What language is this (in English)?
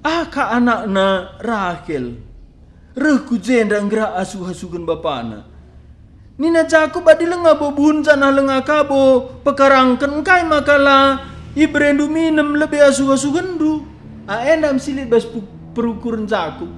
Batak Karo